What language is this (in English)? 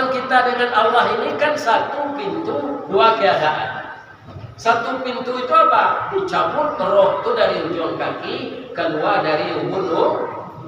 Minangkabau